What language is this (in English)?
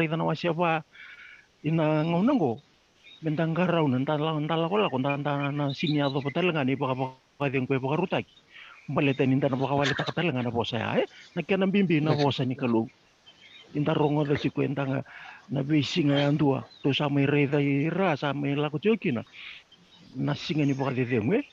Fijian